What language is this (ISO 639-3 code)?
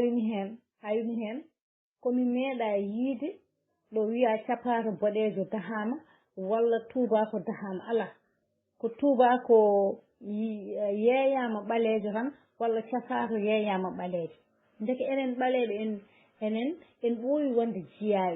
ful